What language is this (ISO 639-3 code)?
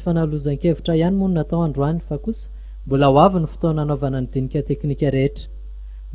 mlg